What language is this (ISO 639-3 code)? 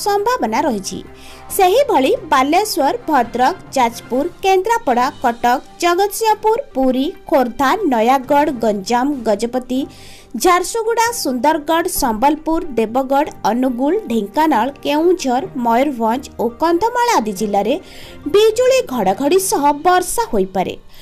ori